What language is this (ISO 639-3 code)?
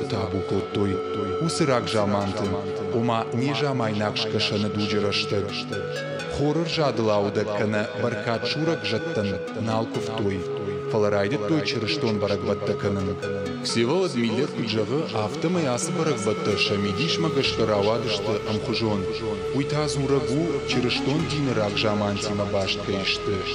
oss